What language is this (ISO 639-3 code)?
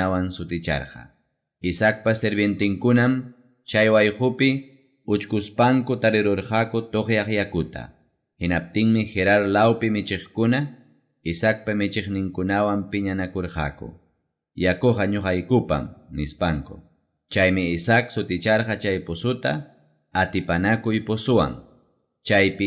quy